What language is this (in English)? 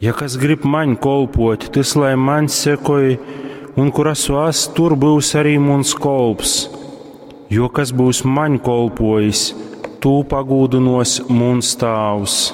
Latgalian